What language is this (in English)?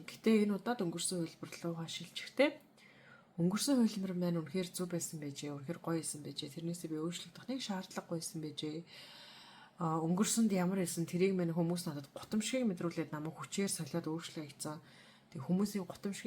Mongolian